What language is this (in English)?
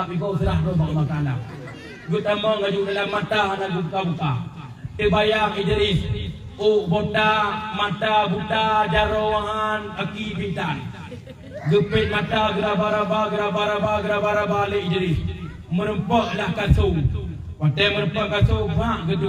Achinese